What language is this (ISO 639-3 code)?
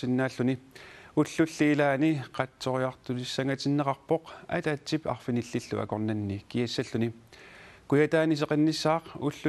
kal